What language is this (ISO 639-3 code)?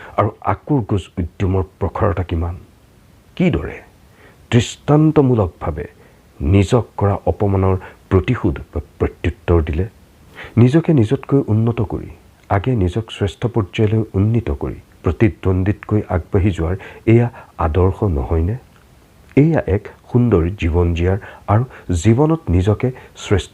asm